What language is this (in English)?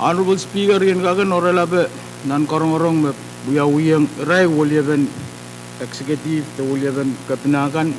Pohnpeian